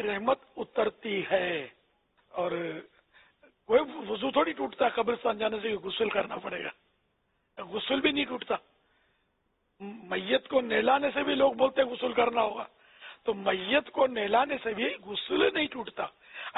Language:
Urdu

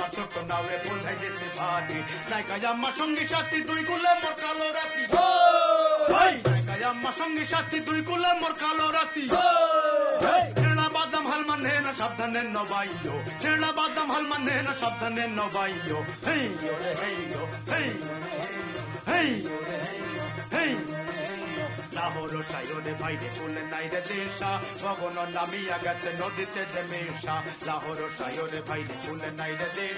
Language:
Bangla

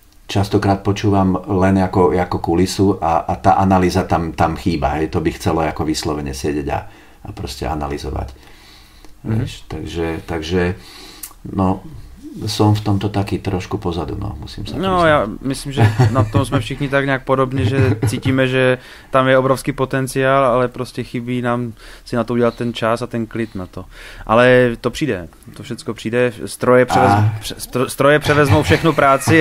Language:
Slovak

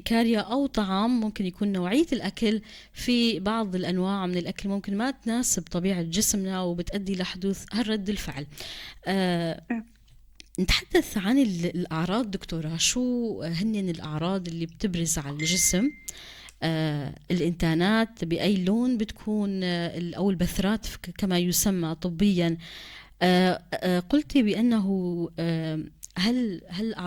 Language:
North Levantine Arabic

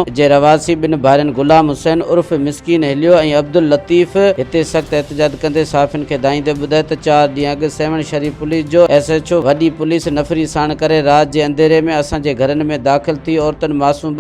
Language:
Sindhi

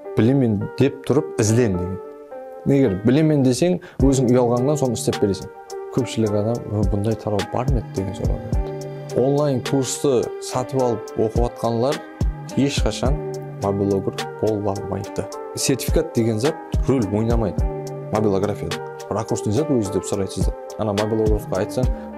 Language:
Kara-Kalpak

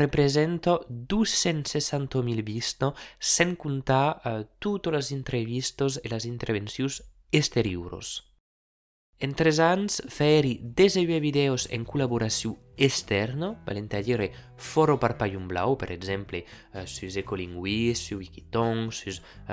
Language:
Occitan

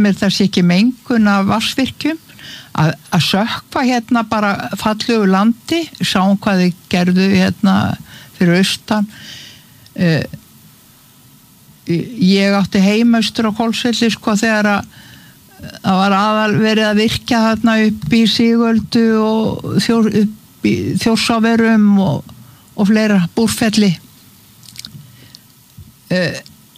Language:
Icelandic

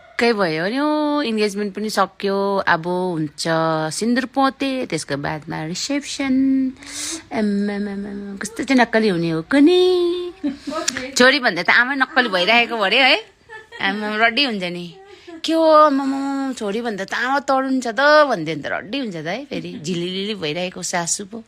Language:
Nepali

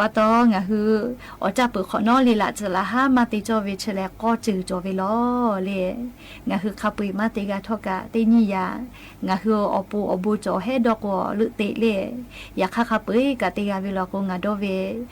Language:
Lahu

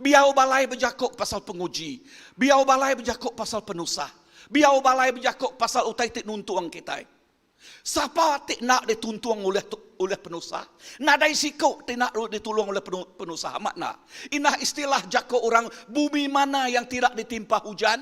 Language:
Iban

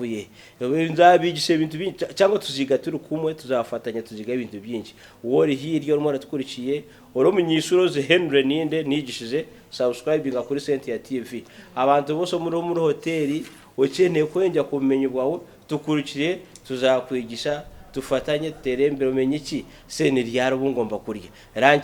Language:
Kinyarwanda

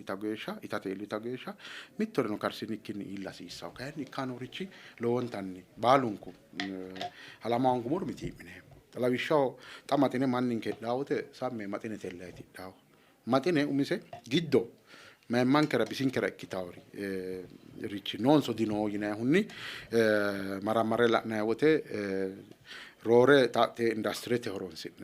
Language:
Sidamo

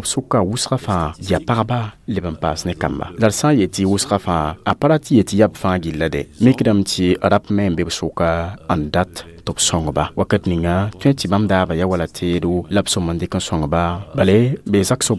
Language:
Mossi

